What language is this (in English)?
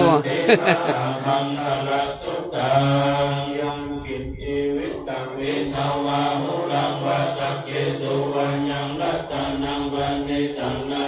Pali